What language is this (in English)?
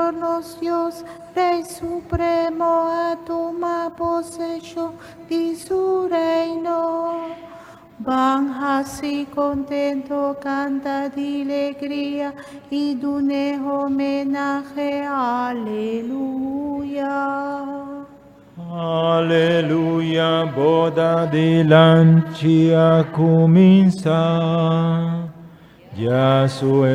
Papiamento